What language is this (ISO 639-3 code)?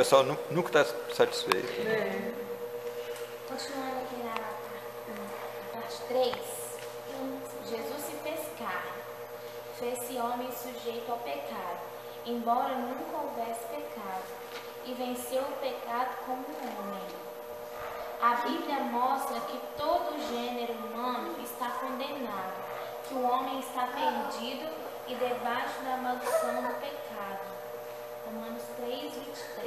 por